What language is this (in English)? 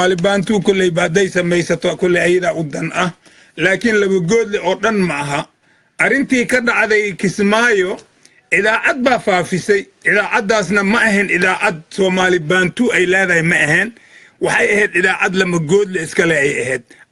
Somali